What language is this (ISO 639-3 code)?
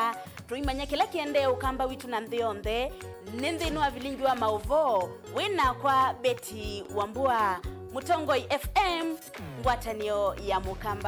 kam